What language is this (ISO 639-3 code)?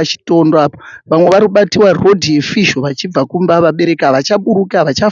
sna